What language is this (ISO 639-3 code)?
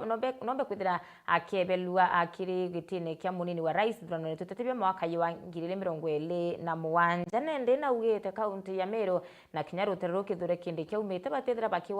mer